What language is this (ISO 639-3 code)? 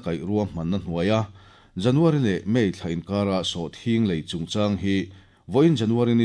lus